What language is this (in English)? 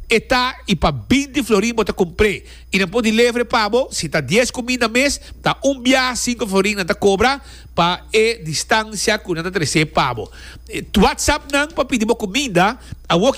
Papiamento